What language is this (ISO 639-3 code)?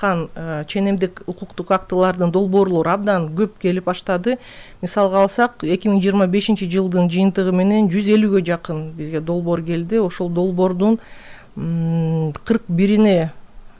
kir